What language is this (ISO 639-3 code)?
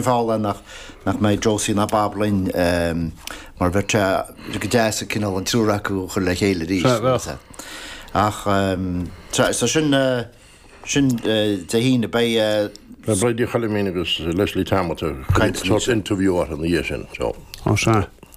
gle